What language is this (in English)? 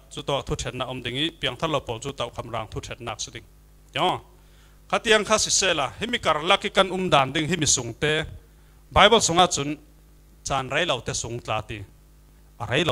Falam Chin